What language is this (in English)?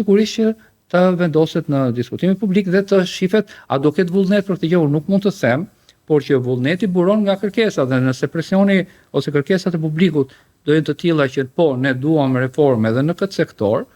Albanian